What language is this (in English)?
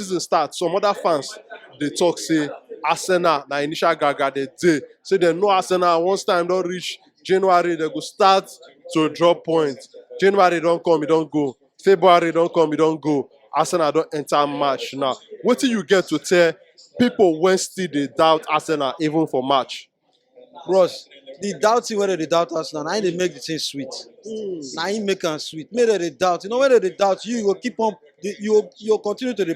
Nigerian Pidgin